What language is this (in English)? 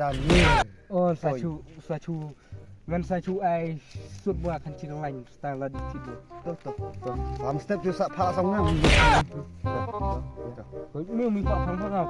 Khasi